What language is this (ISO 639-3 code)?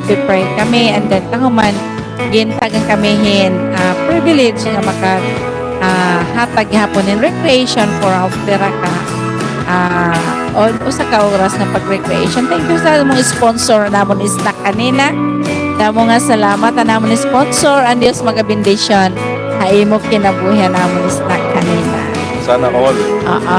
war